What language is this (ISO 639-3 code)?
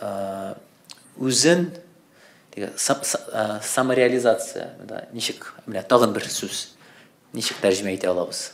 tat